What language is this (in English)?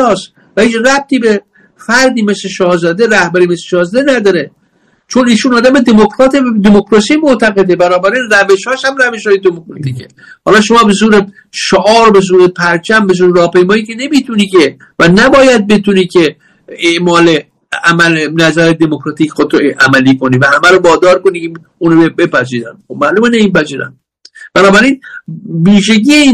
Persian